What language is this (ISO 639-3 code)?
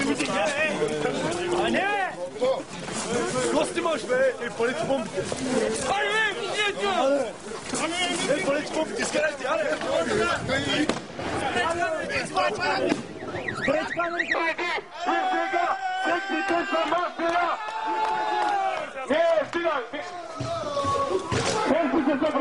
bul